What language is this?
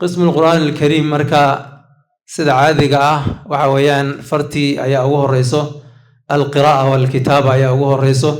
Somali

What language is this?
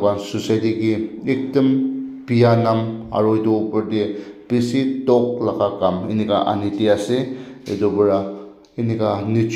Naga Pidgin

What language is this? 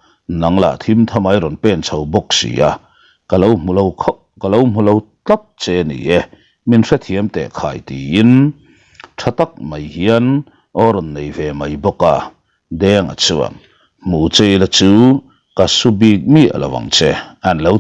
Mizo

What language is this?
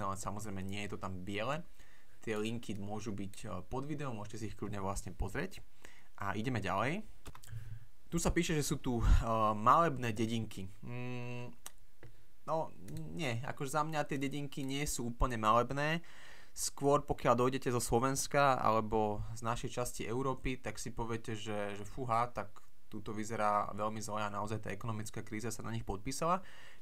Slovak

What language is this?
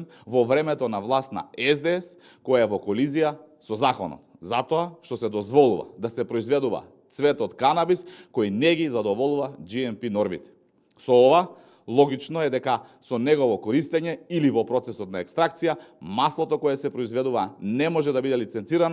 Macedonian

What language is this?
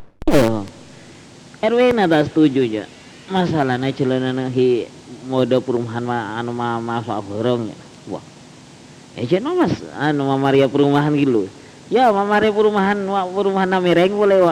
Madurese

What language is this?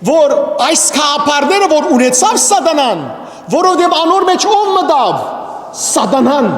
Western Armenian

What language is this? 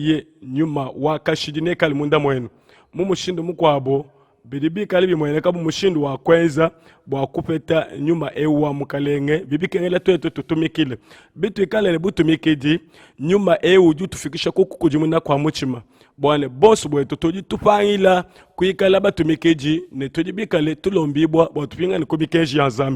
Luba-Lulua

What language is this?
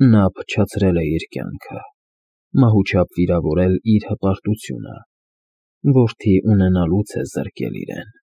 Armenian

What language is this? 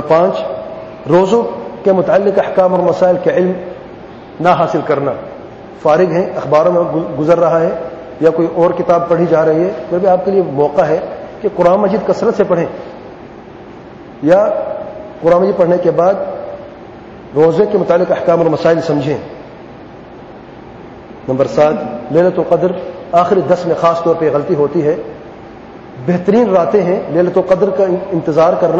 Urdu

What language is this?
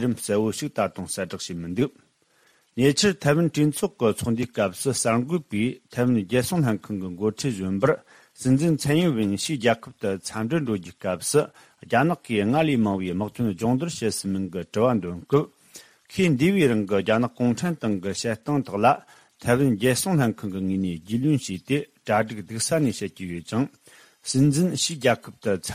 Tibetan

